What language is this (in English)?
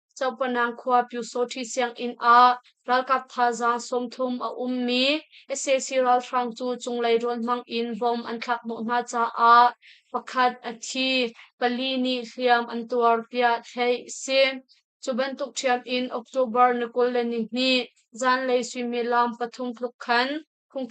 Hakha Chin